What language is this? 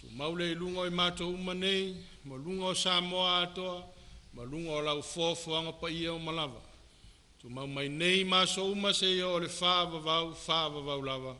Samoan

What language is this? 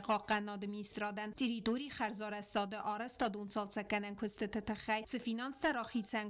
Ossetic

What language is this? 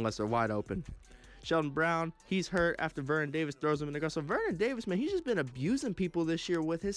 English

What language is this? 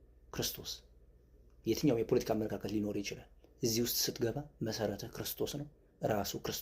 Amharic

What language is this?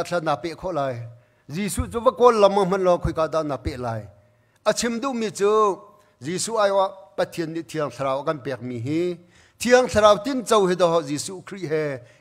Hakha Chin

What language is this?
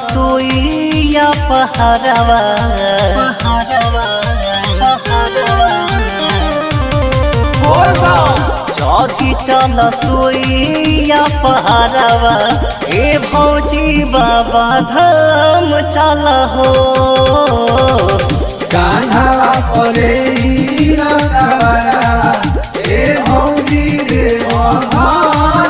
Bhojpuri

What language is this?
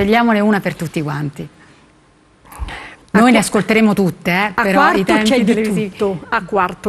Italian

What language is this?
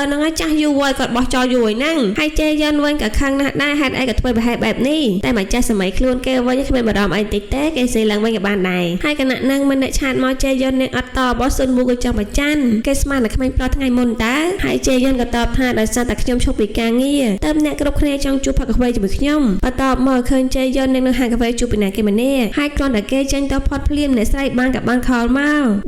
Khmer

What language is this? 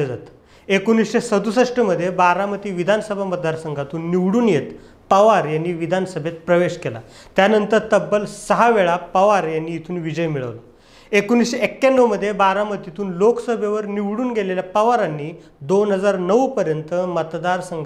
Marathi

